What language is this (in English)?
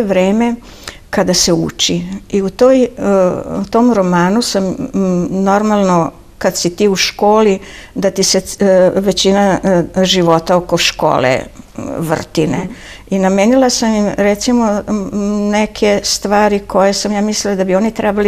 Serbian